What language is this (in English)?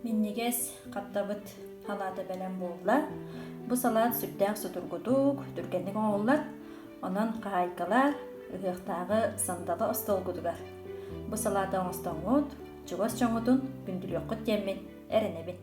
Yakut